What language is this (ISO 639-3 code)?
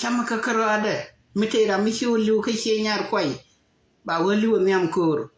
nus